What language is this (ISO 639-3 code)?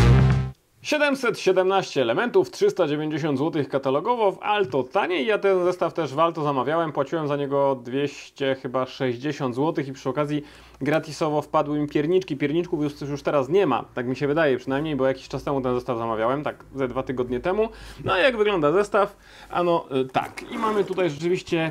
pol